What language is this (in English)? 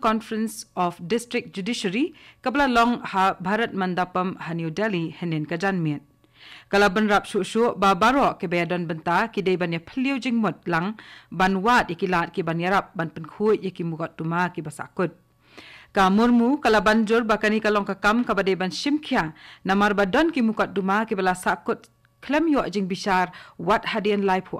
Khasi